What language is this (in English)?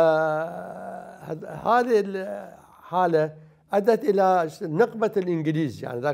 Mesopotamian Arabic